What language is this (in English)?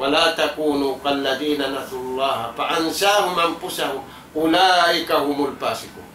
Tausug